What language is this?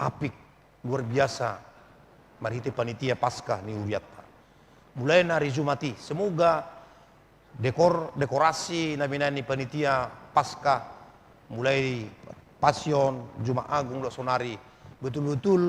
Batak Toba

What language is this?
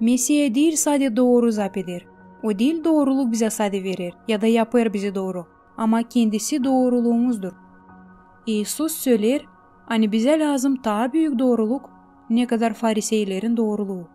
Gagauz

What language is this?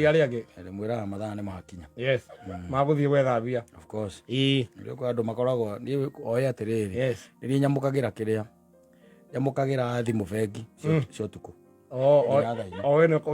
Kikuyu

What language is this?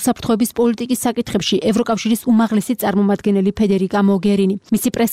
Georgian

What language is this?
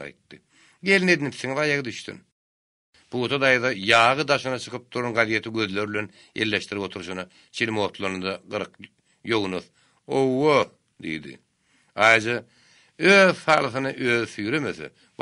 Turkmen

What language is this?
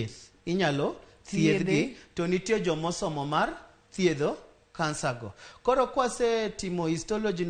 Luo (Kenya and Tanzania)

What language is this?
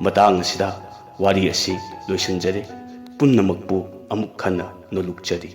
Manipuri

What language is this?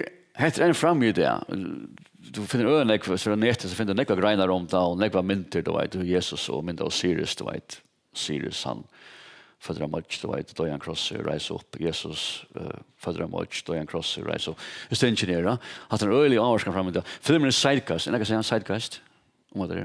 Faroese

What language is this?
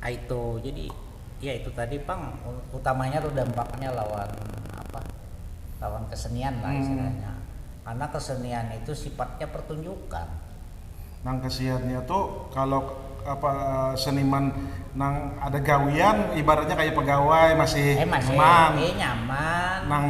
Banjar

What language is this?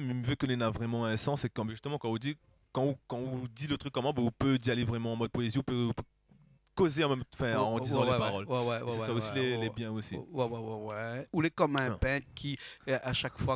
Réunion Creole French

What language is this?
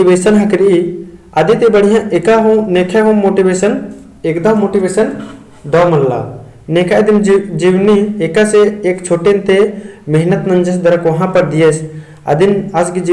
Kurukh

